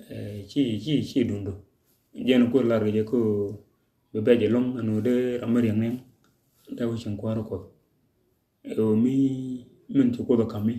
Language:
Nuer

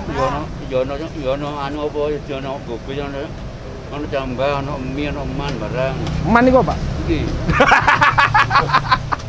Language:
Javanese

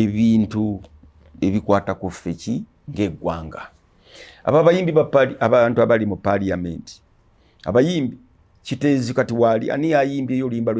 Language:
Ganda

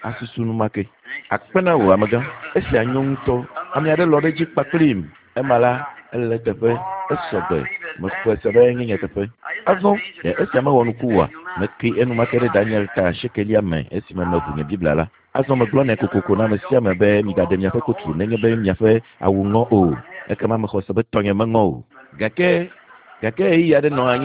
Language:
Ewe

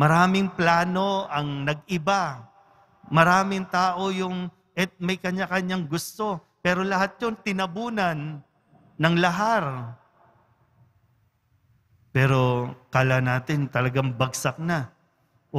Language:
Filipino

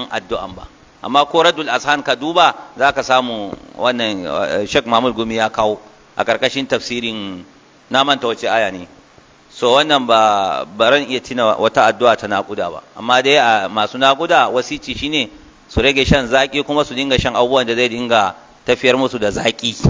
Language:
Hausa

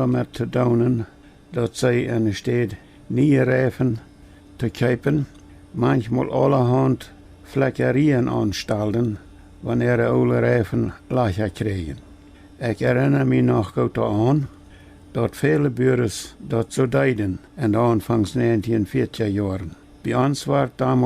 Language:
Plautdietsch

